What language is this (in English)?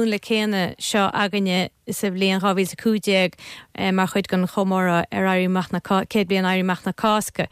Irish